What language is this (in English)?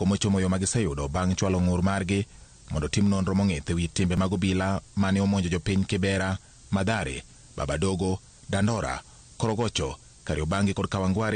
Luo (Kenya and Tanzania)